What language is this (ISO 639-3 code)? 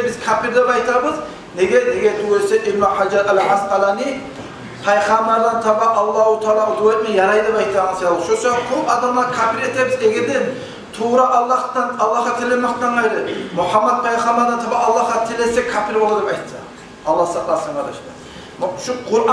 kum